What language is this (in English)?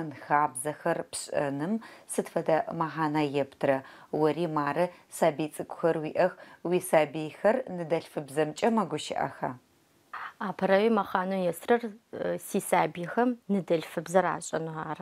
Adyghe